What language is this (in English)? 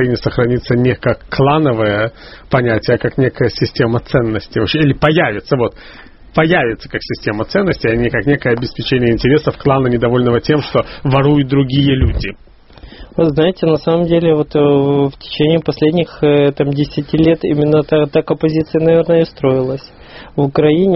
Russian